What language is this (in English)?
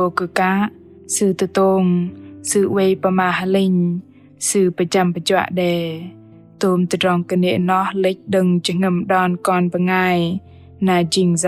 Bahnar